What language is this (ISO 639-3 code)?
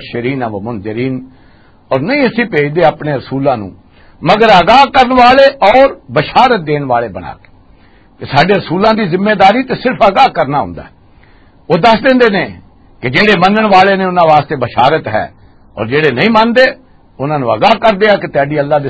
lah